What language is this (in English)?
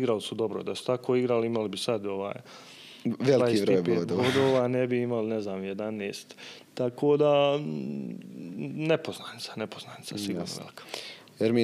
Bosnian